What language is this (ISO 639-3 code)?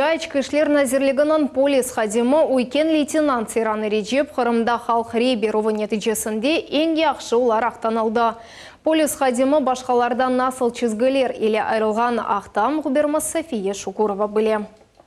crh